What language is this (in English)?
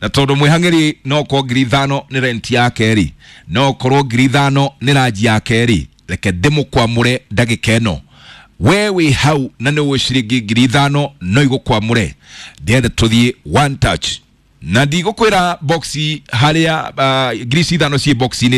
Kikuyu